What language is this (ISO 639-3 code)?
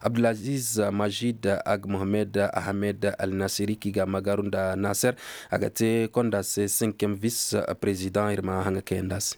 dje